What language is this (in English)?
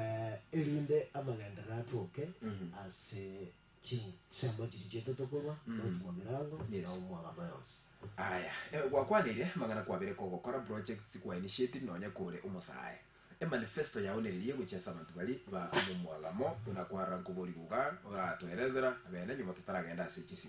Gusii